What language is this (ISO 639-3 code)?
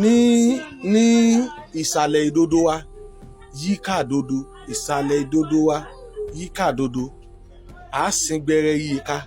yor